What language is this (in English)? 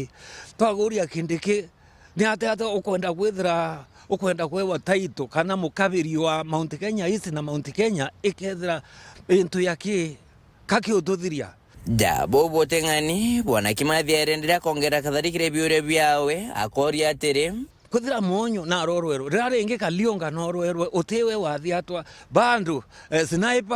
Meru